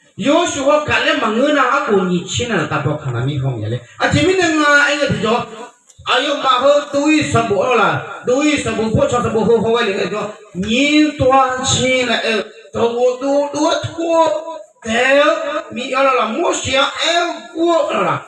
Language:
Akha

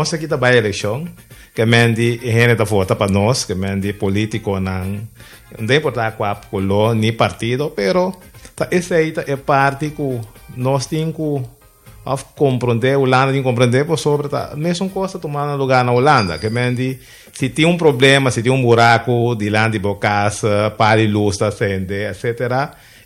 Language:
Papiamento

